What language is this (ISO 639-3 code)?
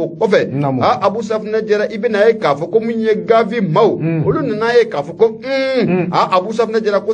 bam